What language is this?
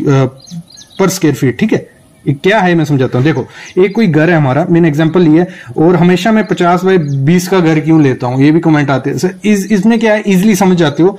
Hindi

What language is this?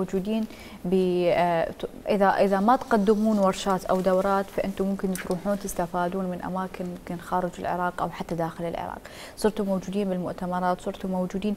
Mesopotamian Arabic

